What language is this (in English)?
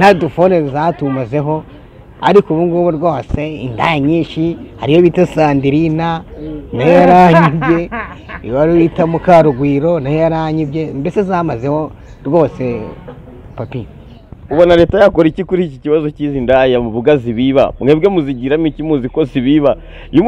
Kinyarwanda